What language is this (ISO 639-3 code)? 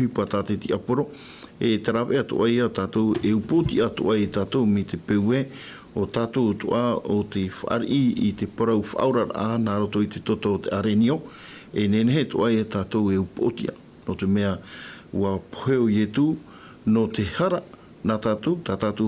tah